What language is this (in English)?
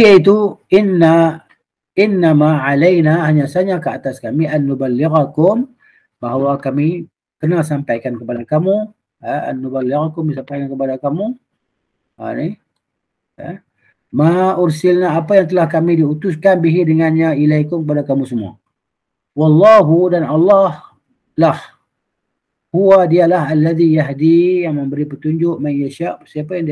Malay